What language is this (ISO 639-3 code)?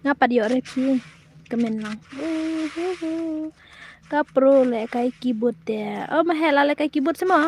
kha